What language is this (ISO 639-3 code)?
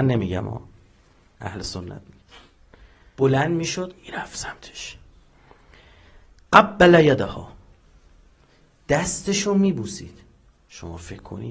fas